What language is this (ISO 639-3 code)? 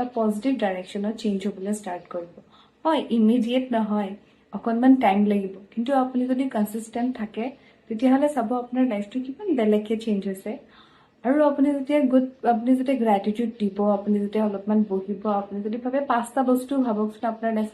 asm